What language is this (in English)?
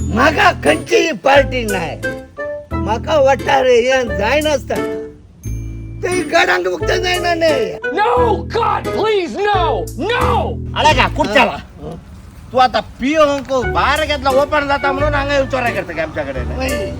Konkani